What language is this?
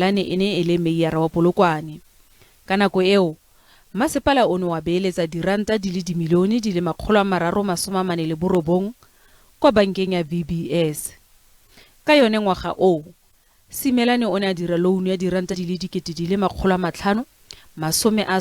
Tswana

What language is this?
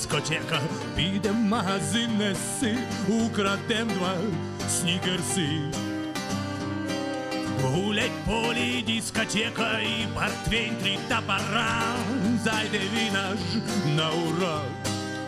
Ukrainian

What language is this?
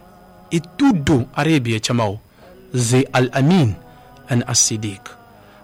Portuguese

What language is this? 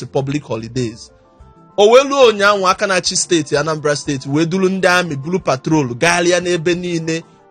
Igbo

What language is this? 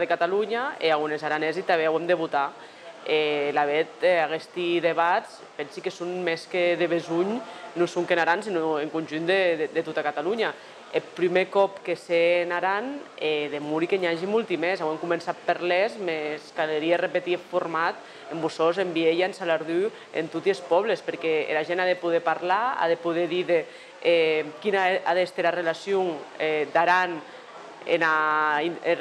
Occitan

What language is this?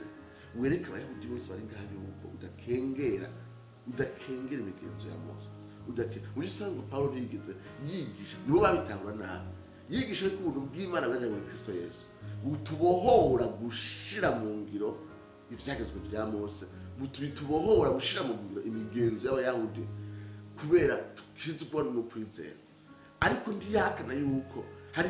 Rundi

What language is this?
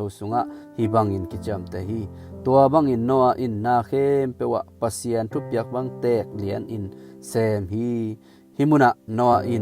Tedim Chin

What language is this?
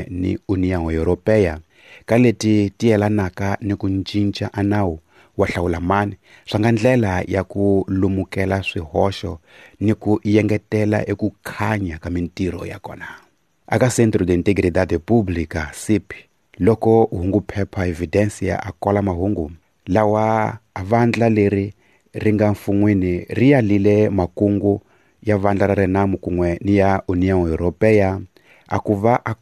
Tsonga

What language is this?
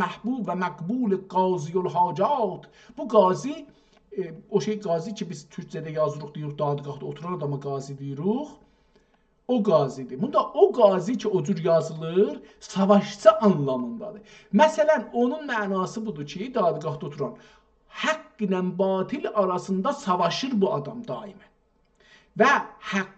South Azerbaijani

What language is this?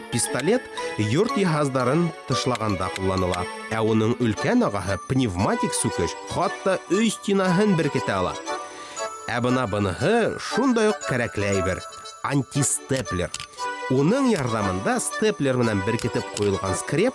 Bashkir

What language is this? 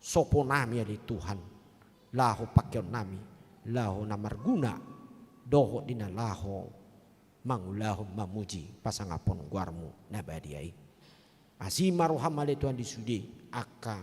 Batak Toba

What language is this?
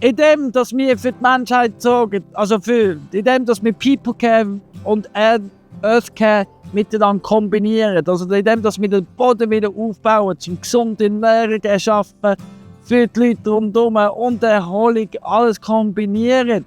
Swiss German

